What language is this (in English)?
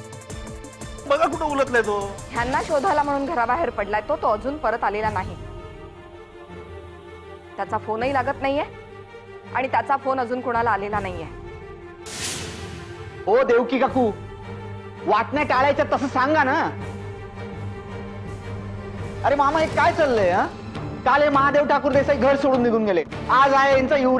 Marathi